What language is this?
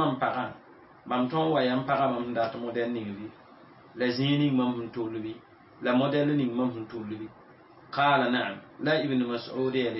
Mossi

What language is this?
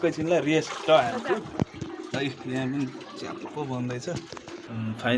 Nepali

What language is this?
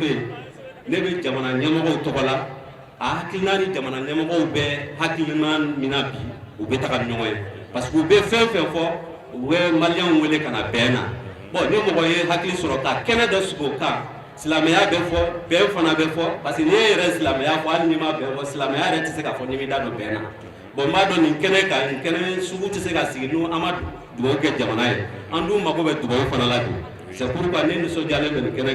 Bambara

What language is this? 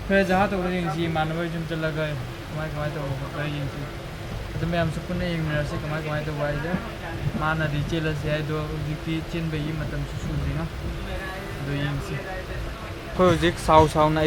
Manipuri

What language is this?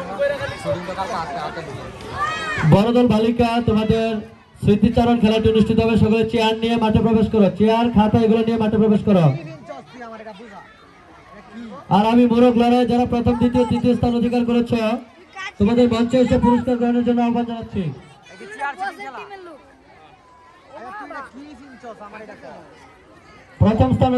Bangla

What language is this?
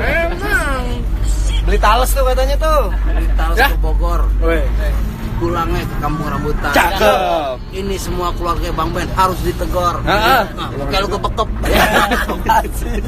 Betawi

